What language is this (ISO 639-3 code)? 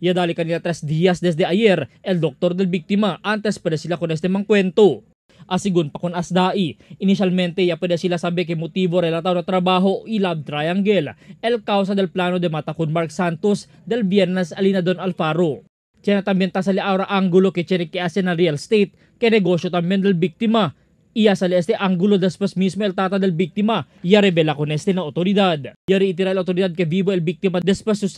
cbk